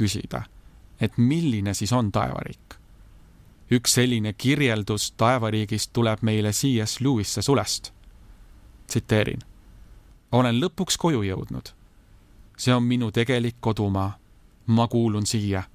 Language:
Estonian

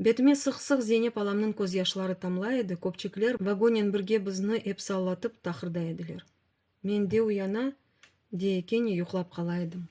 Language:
Crimean Tatar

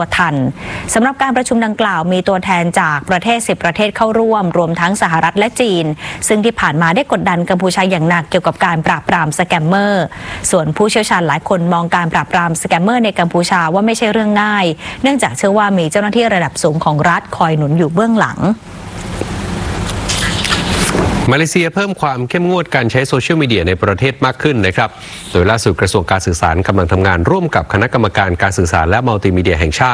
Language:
Thai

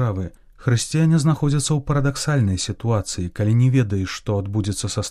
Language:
Belarusian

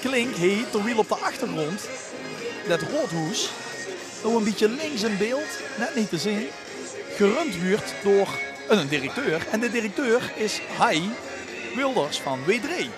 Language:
Limburgish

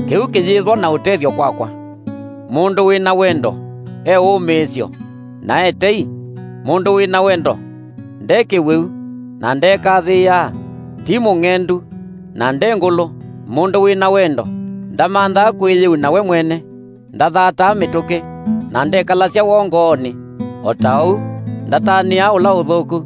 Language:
Kamba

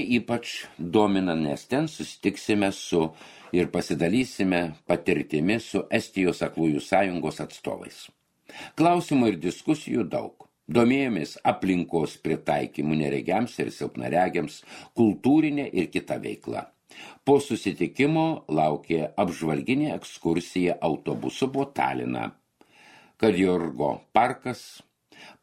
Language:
Lithuanian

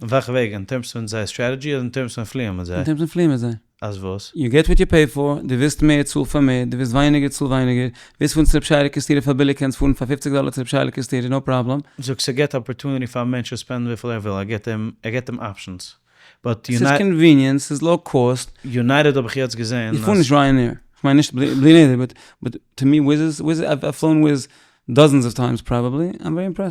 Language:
Yiddish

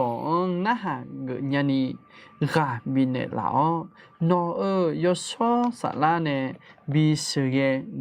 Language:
Akha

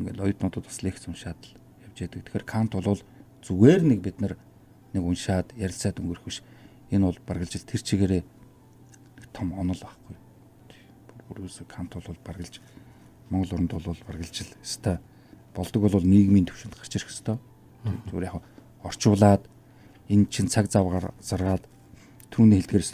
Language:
Mongolian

